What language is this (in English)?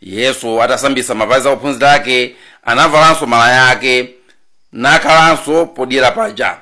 Nyanja